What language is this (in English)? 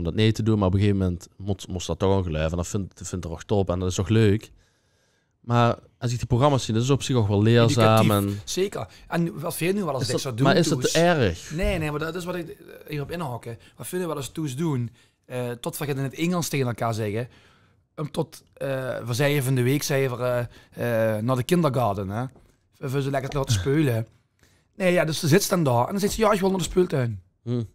Limburgish